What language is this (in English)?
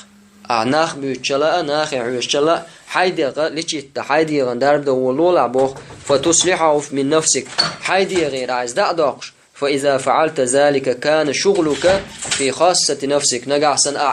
Chechen